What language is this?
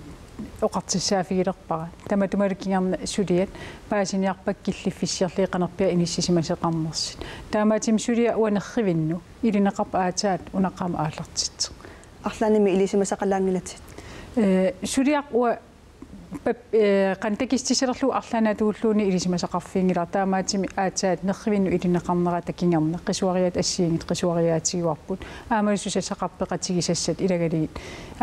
Kalaallisut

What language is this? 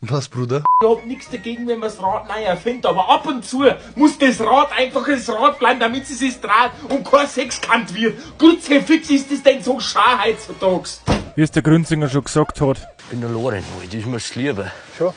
Bavarian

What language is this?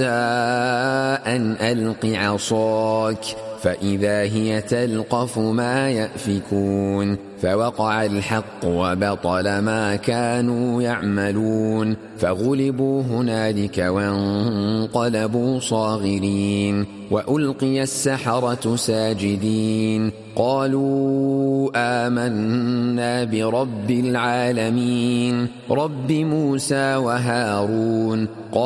Arabic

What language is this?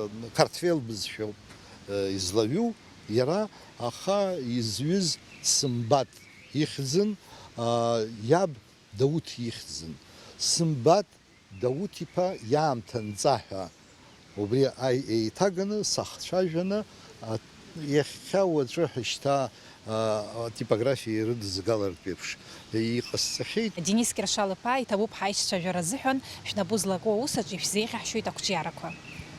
Abkhazian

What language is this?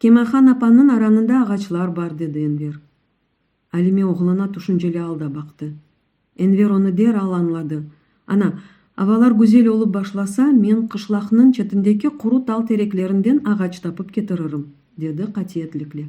Crimean Tatar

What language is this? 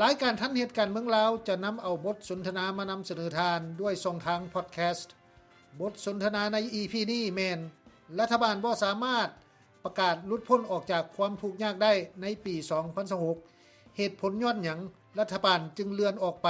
Lao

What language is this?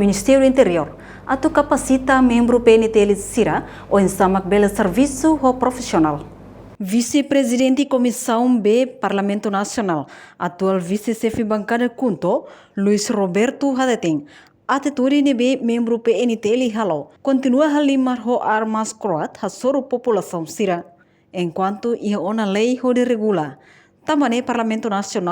Tetum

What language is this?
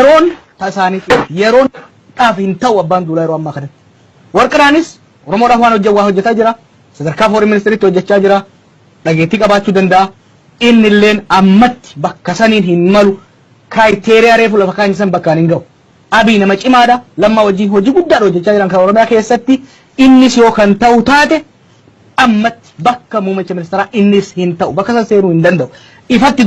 Oromo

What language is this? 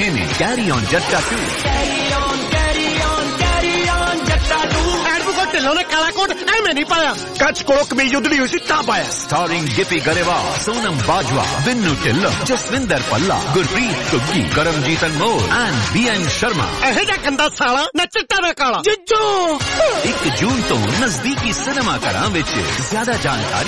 Punjabi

